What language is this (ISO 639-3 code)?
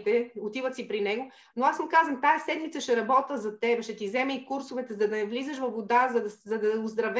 bul